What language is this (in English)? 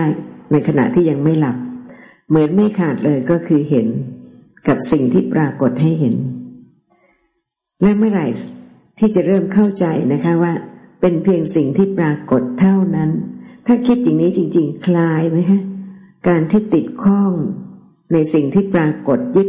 Thai